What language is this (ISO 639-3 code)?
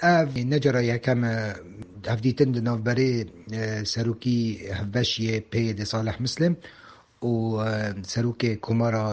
kur